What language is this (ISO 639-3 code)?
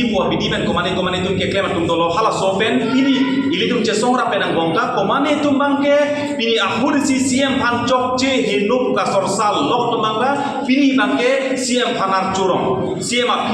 mjw